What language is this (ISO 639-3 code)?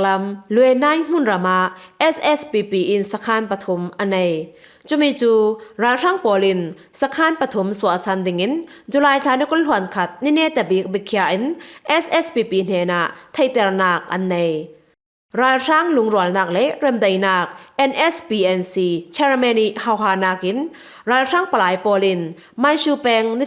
cfm